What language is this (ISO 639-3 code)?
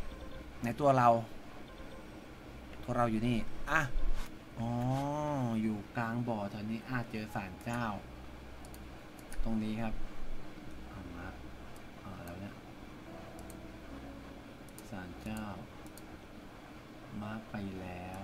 tha